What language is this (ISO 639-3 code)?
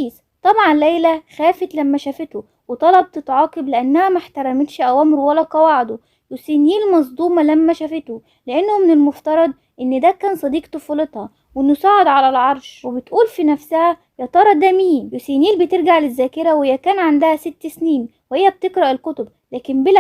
arz